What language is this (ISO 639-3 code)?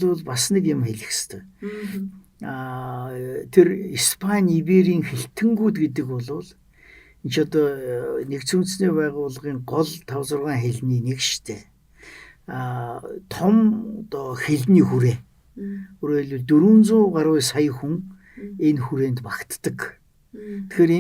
mon